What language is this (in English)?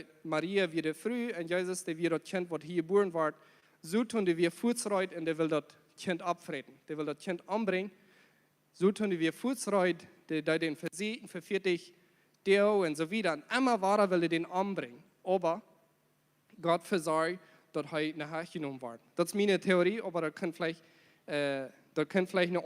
Plautdietsch